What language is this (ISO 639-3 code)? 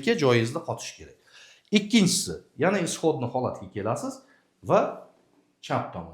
uzb